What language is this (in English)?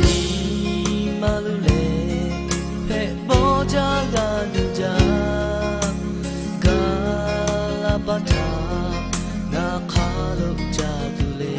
Lahu